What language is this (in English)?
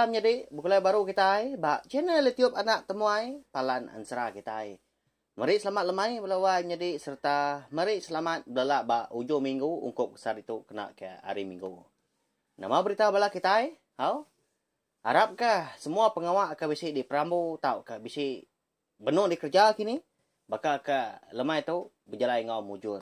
Iban